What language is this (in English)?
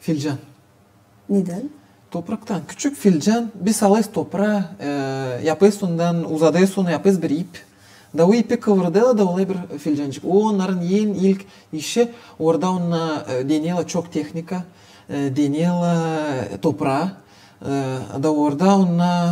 Gagauz